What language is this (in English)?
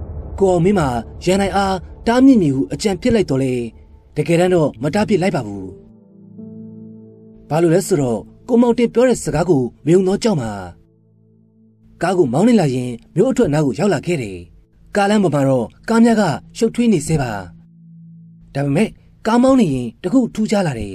Burmese